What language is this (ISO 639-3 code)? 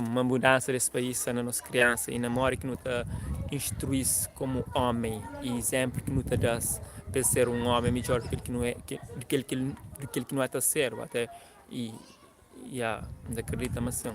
kea